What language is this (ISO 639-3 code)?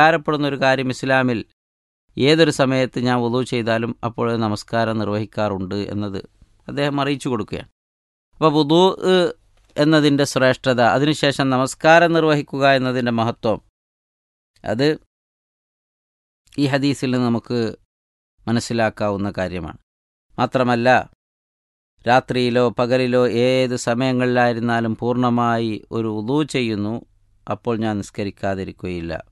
mal